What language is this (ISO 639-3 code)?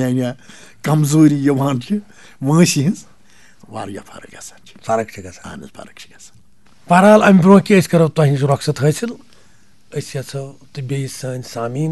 kas